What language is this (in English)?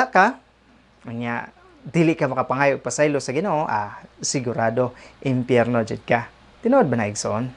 Cebuano